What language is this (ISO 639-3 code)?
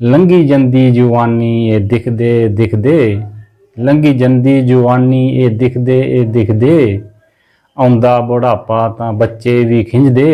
doi